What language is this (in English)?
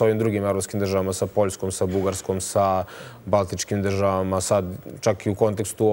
Serbian